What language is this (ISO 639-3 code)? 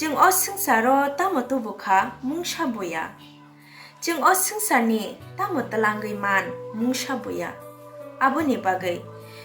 trp